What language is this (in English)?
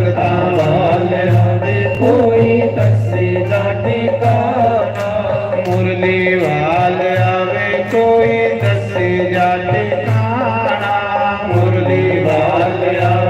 Dogri